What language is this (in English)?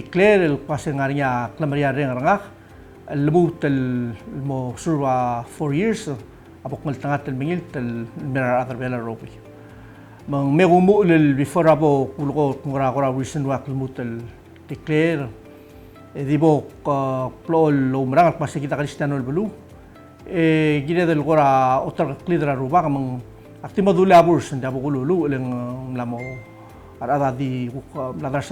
Palauan